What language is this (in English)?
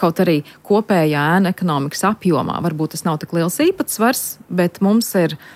Latvian